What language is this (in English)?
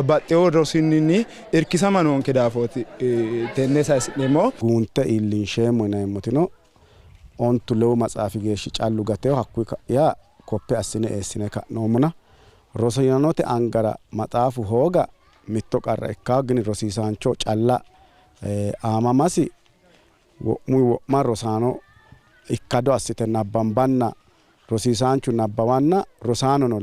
Sidamo